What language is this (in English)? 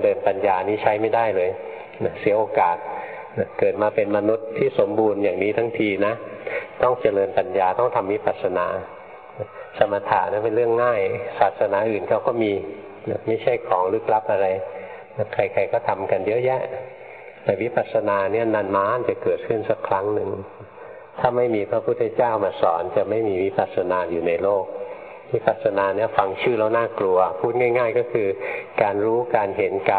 Thai